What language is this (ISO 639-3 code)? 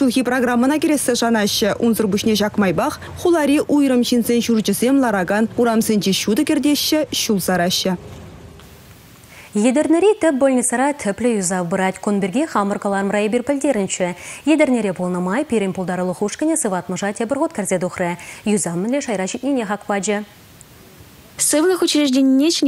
chv